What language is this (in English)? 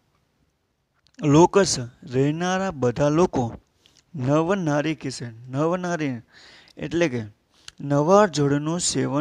Gujarati